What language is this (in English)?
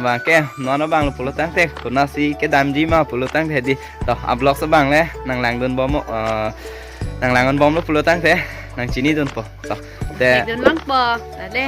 Karbi